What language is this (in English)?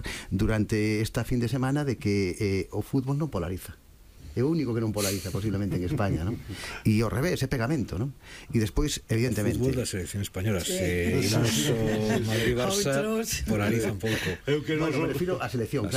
Galician